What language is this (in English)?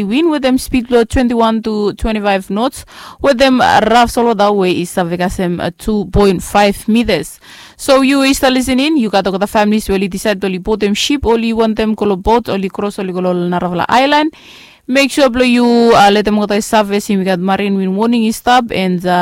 Bislama